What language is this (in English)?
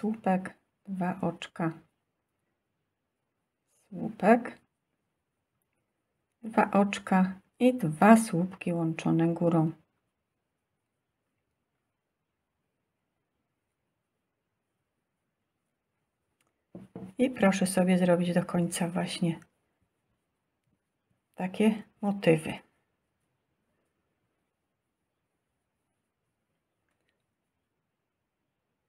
Polish